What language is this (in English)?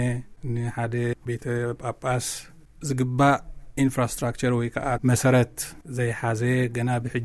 Tigrinya